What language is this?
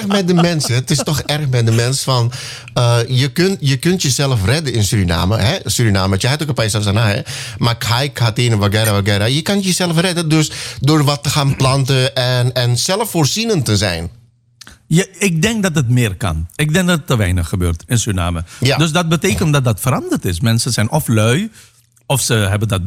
Dutch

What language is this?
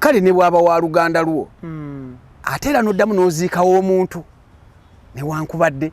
Ganda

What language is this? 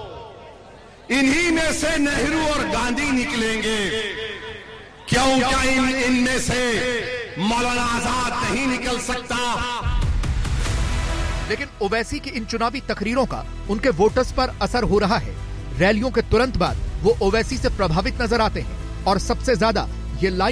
Hindi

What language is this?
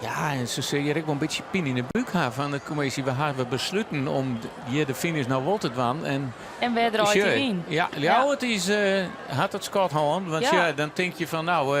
Western Frisian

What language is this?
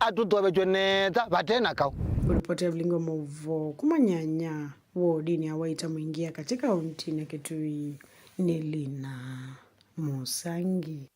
Kamba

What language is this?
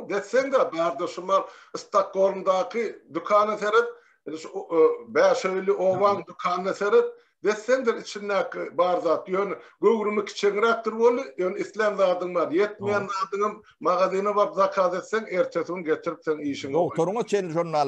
Turkmen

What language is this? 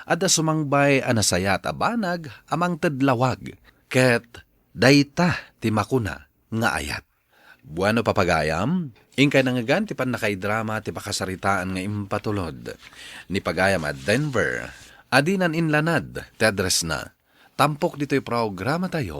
Iloko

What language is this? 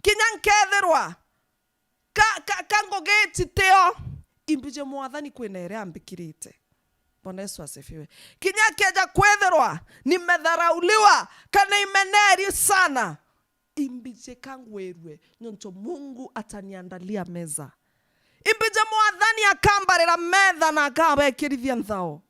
Meru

